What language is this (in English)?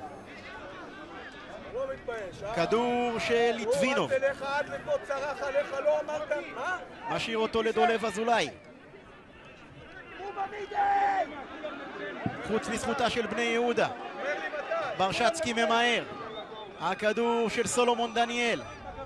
Hebrew